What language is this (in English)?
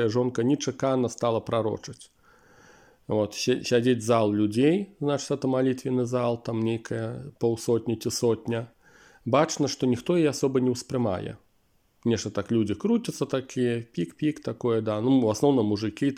Belarusian